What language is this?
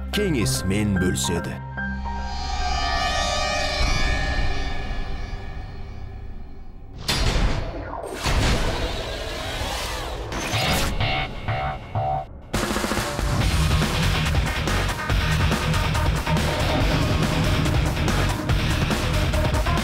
Kazakh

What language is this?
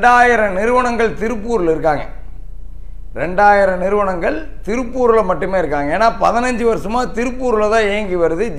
Tamil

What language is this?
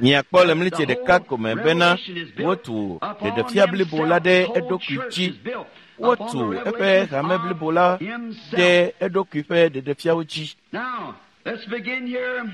Ewe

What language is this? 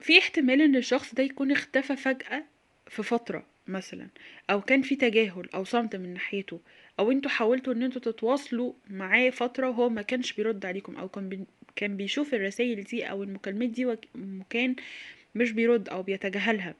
Egyptian Arabic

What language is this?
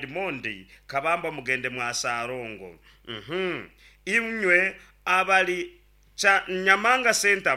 Nyankole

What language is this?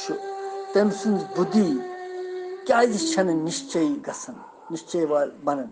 Kashmiri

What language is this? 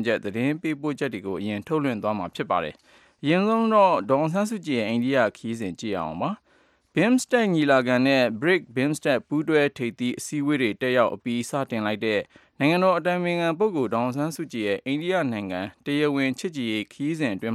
Burmese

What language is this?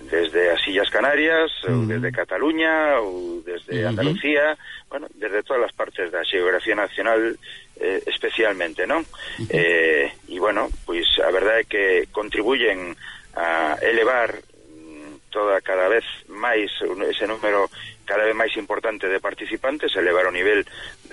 Galician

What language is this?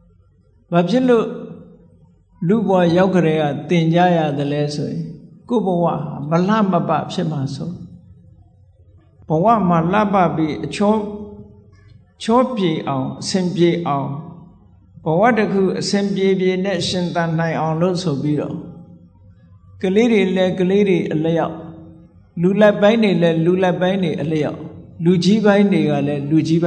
Burmese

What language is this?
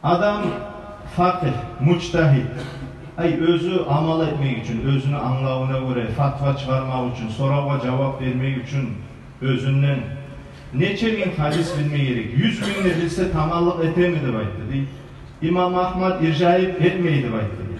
Kumyk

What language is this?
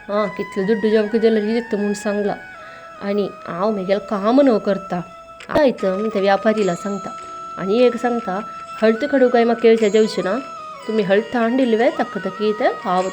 Konkani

